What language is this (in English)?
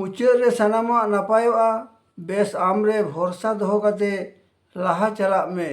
Santali